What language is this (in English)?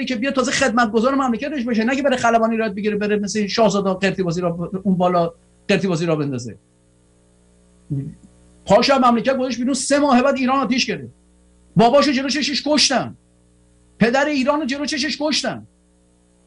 Persian